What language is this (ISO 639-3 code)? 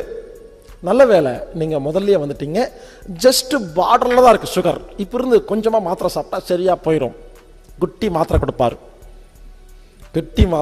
tam